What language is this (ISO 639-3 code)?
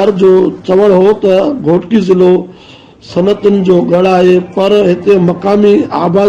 snd